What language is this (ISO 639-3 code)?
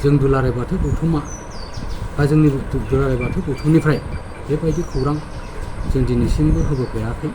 brx